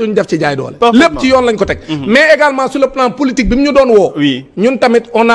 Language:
Wolof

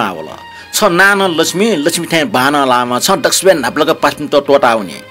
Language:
Newari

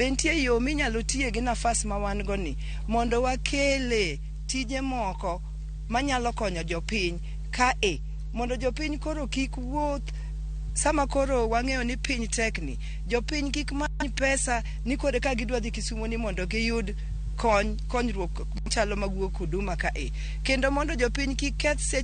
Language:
Luo (Kenya and Tanzania)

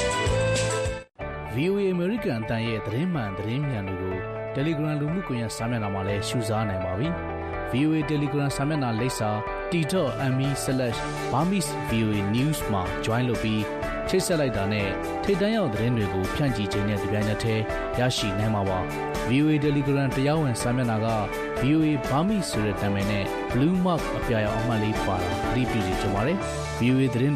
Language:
Burmese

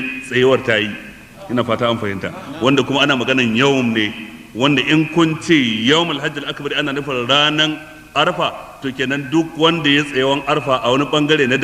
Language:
Hausa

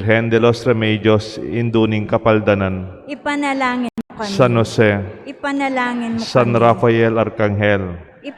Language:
Pampanga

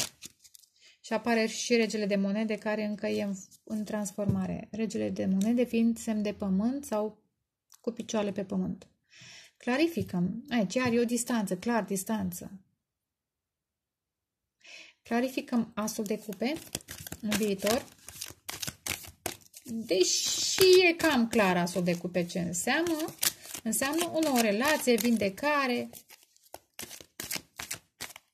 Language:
Romanian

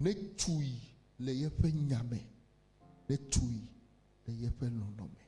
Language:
Ewe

